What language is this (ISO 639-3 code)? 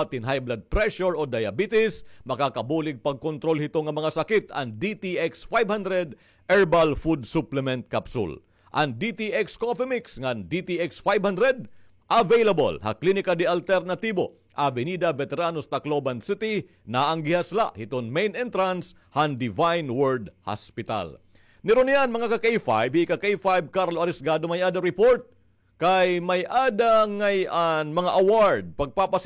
war